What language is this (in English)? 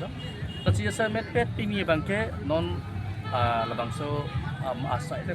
Karbi